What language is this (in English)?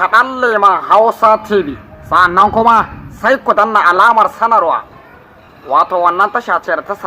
Hausa